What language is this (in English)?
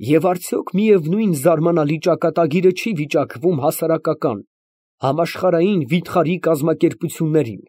Armenian